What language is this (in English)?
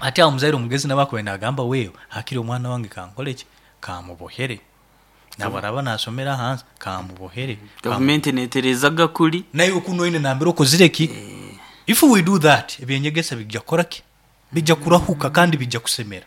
Nyoro